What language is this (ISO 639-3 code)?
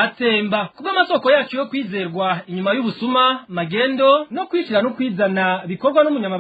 run